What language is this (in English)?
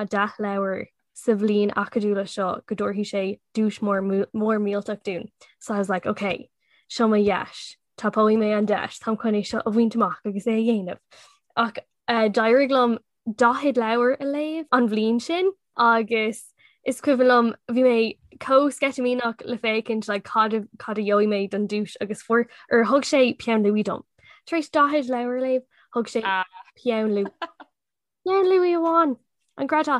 Irish